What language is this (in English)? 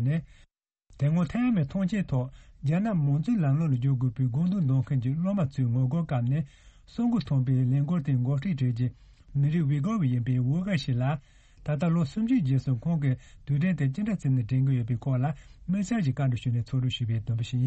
Tibetan